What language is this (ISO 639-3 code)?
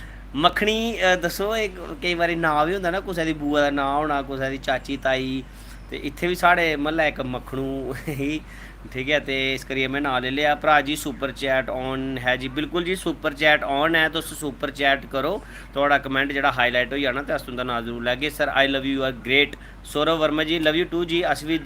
doi